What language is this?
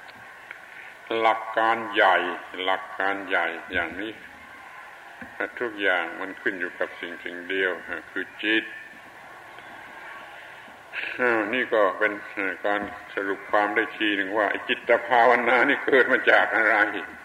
Thai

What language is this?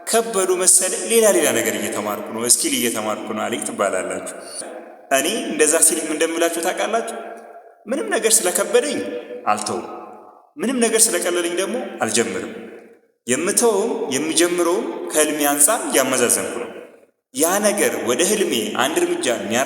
Amharic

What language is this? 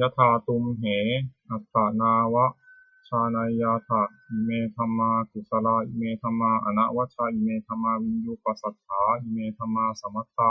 Pali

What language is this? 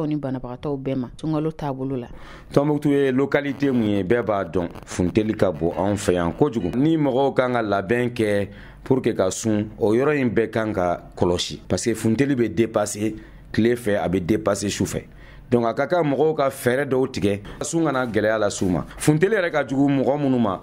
Bambara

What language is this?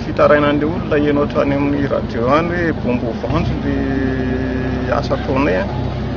Malagasy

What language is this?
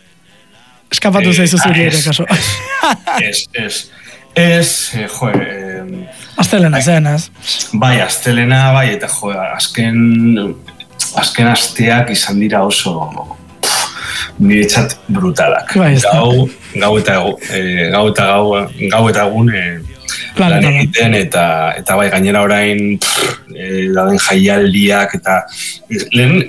Basque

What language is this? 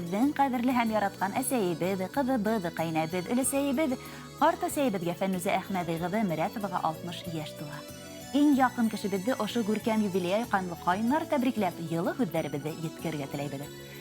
Bashkir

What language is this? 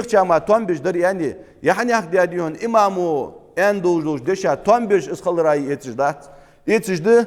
Ingush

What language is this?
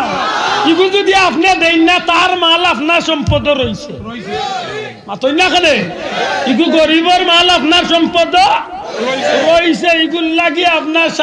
Sylheti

